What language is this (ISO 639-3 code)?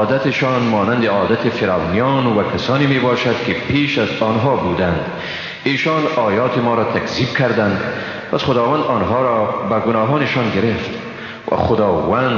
fas